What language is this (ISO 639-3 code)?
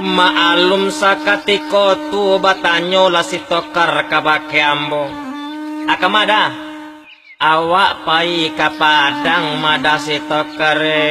min